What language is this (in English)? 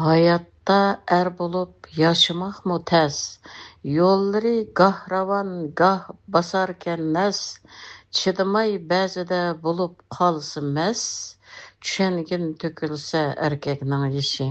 Uyghur